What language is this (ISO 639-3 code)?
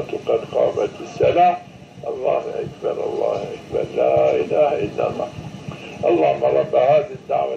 zza